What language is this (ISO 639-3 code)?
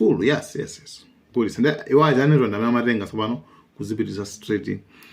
nya